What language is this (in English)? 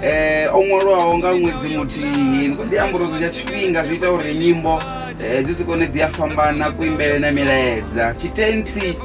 Venda